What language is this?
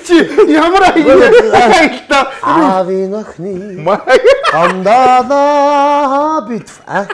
Mongolian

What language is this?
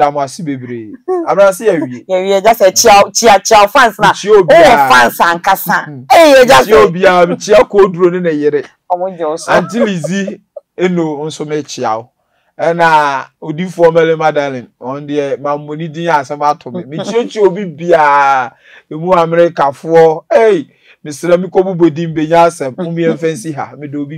Akan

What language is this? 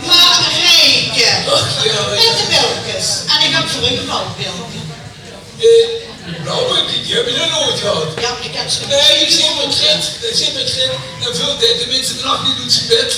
Limburgish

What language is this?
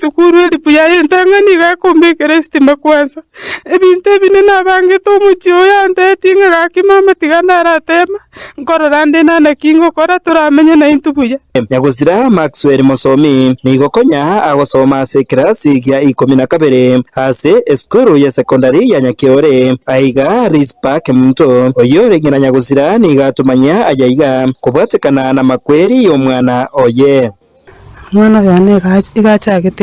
Gusii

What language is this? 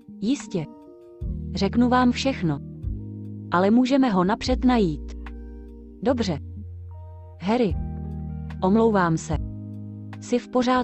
Czech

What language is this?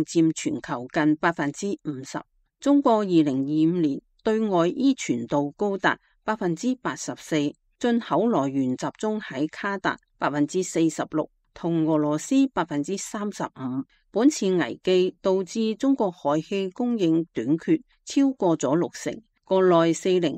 Cantonese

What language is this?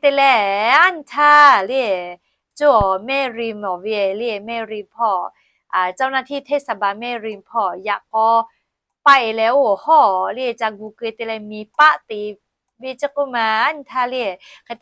Lahu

